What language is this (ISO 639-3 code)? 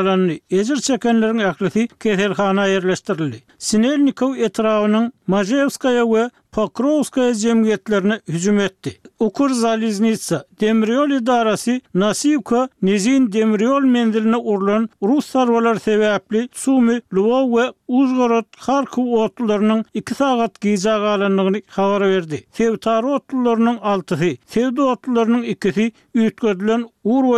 tuk